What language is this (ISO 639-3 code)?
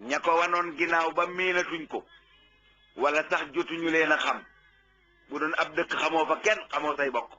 wol